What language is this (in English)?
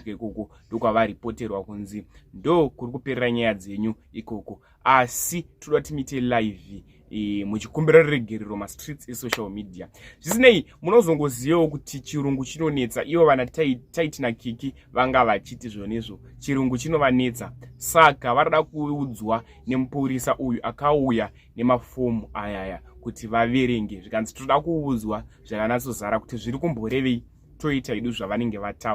Shona